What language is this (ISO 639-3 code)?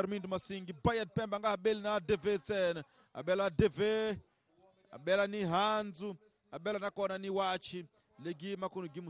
tso